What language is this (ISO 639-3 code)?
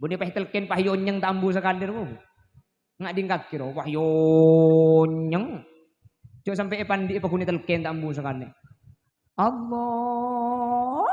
mad